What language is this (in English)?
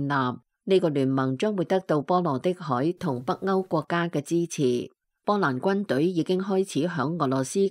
Cantonese